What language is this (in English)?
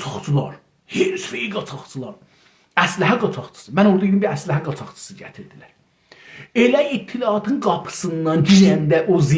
South Azerbaijani